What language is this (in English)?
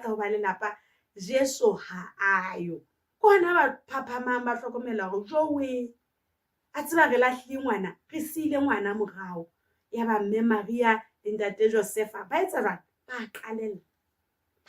Southern Sotho